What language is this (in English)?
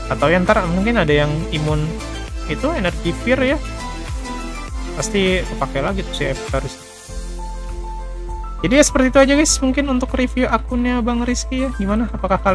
Indonesian